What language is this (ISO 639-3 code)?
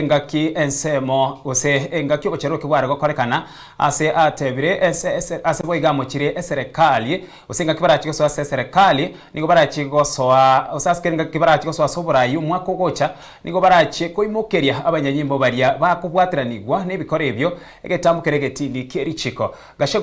guz